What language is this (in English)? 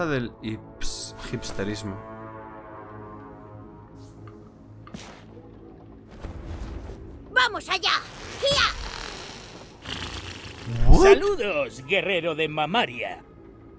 Spanish